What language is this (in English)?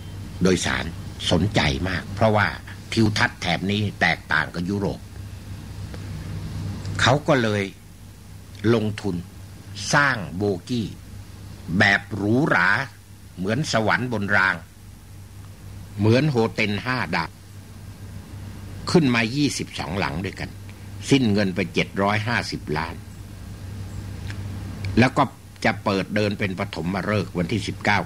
Thai